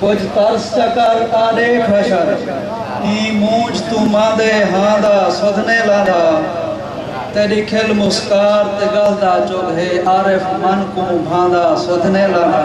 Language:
Saraiki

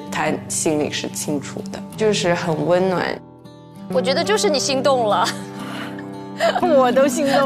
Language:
Chinese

